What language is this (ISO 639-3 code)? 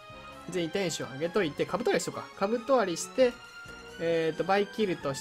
jpn